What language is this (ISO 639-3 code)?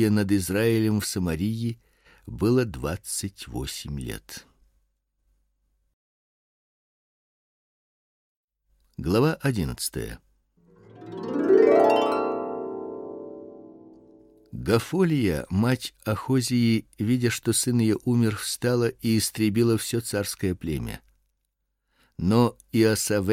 rus